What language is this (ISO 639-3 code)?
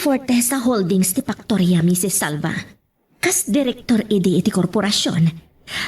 ilo